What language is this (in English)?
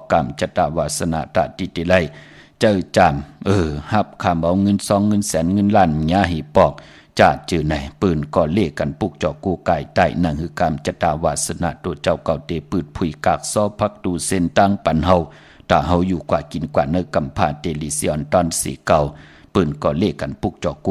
Shan